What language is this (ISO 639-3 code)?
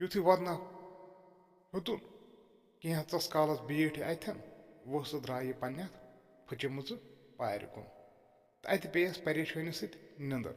kas